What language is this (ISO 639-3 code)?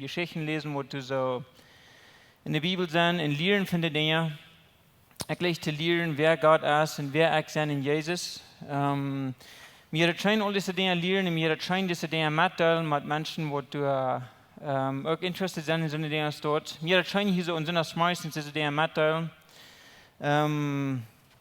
pdt